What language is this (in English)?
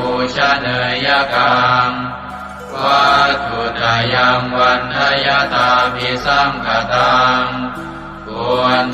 Pali